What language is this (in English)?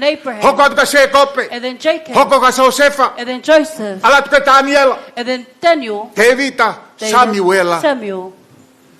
Tongan